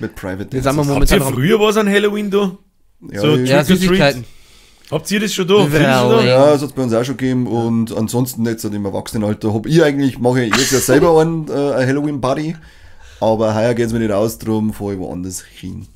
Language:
Bavarian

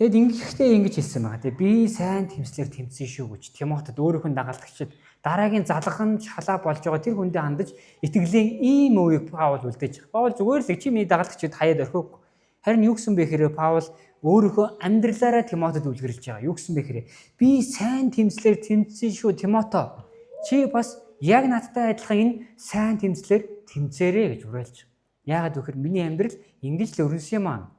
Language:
Mongolian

